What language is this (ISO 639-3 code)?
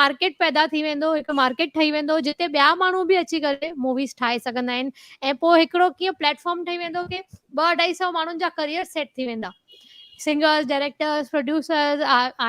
snd